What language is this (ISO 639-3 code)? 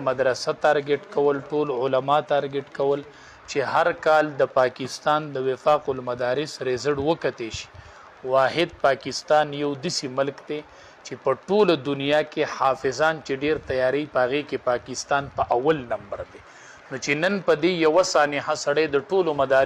pus